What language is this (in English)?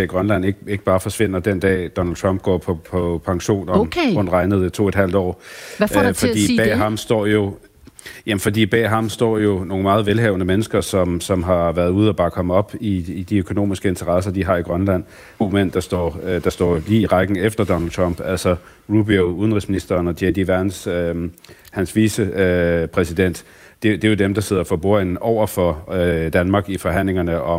Danish